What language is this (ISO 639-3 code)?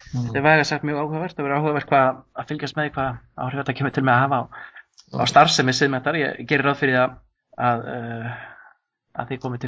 isl